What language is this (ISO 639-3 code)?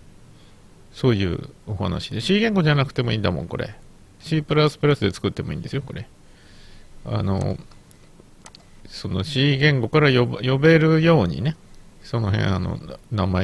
jpn